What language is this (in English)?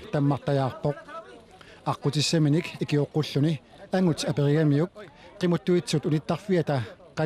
Kalaallisut